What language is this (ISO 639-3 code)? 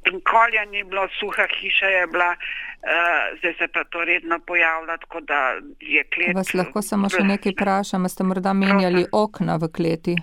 slv